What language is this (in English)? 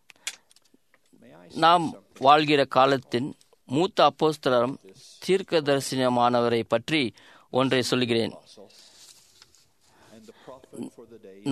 Tamil